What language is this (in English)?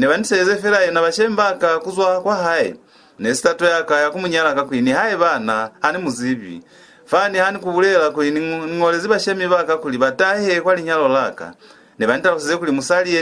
Lozi